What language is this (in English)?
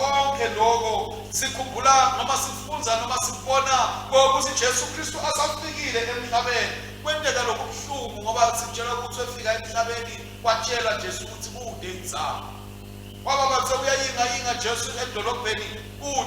Swati